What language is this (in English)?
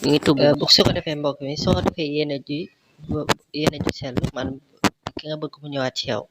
Wolof